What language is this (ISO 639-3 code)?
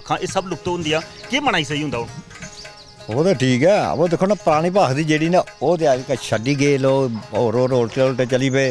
doi